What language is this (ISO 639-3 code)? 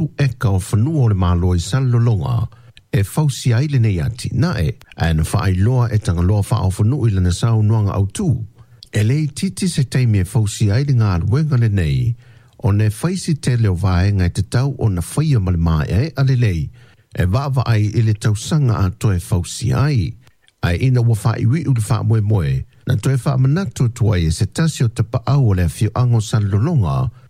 smo